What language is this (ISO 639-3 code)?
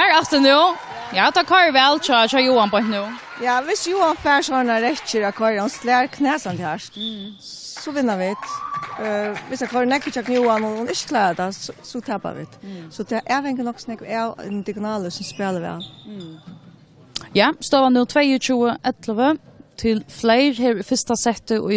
fao